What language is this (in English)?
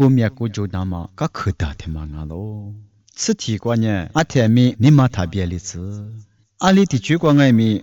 Lisu